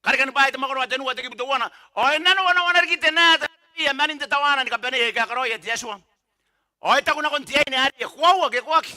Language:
Gilbertese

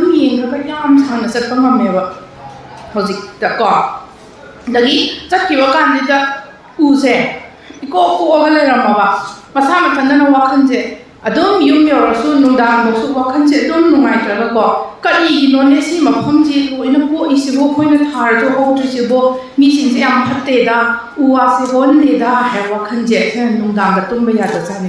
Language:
Manipuri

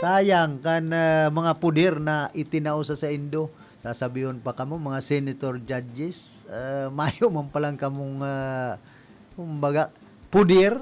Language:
Bikol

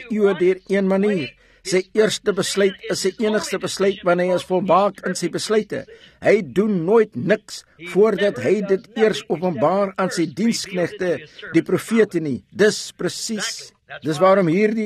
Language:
Afrikaans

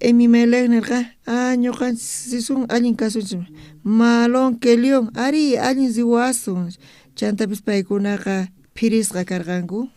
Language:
South Bolivian Quechua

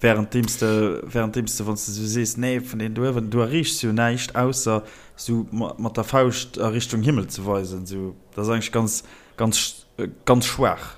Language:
Luxembourgish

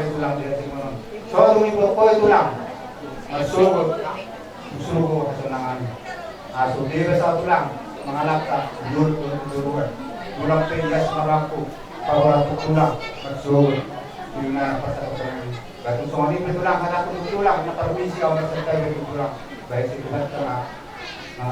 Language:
Batak Toba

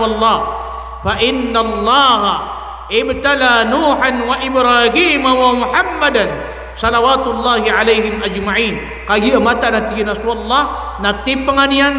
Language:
Maranao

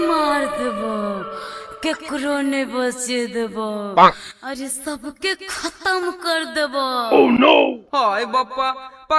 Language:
Magahi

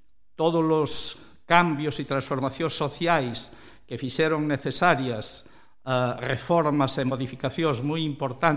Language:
Galician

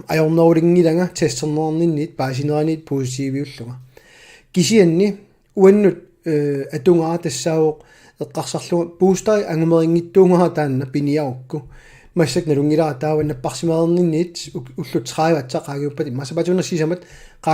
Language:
Kalaallisut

